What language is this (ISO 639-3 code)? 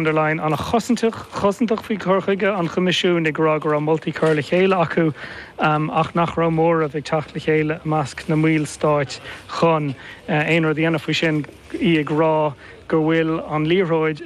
gle